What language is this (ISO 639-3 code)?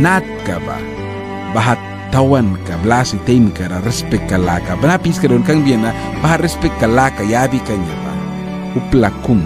miq